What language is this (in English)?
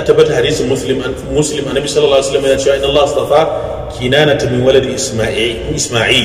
Hausa